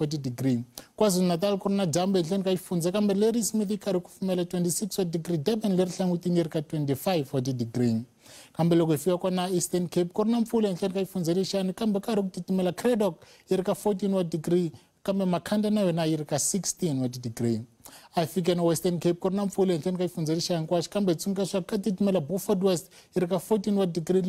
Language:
Tsonga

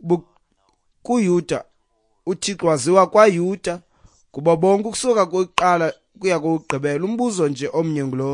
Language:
Xhosa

